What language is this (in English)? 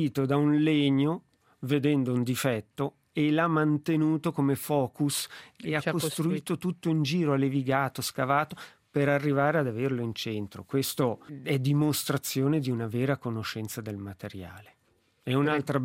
Italian